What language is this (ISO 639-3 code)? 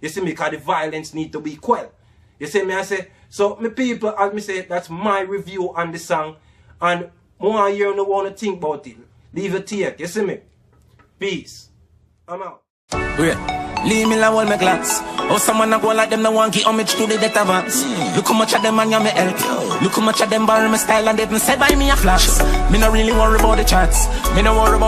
jam